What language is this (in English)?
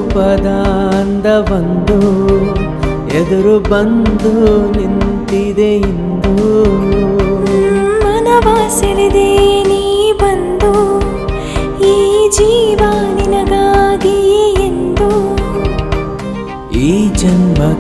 Kannada